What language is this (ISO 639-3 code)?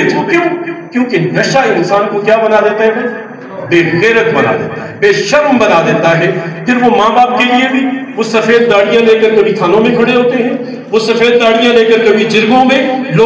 urd